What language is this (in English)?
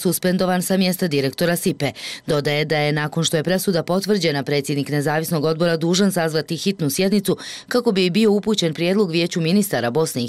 Bosnian